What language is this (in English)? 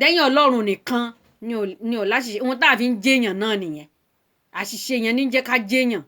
Yoruba